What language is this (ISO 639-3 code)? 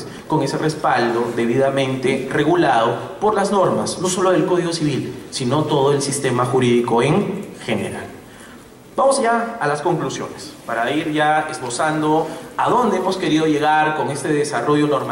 spa